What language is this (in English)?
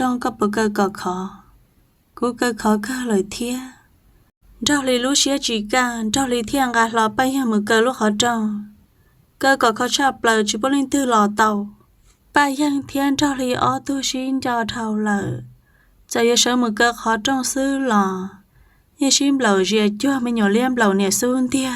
Hmong